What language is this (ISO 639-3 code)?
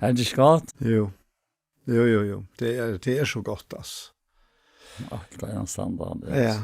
fao